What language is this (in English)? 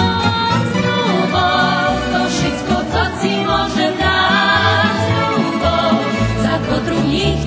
Rusyn